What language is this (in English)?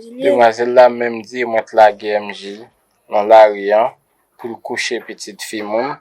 Haitian Creole